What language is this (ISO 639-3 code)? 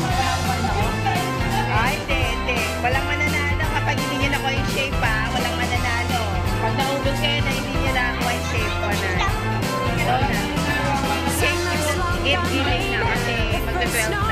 fil